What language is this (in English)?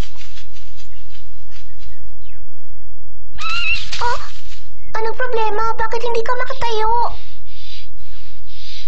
Filipino